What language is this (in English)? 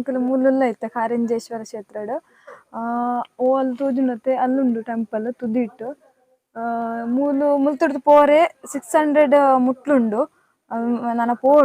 Tulu